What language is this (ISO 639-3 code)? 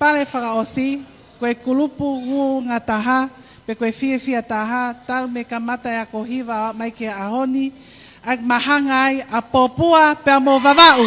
ton